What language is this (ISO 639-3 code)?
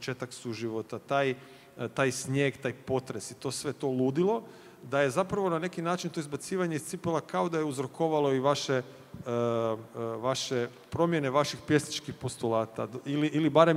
hrv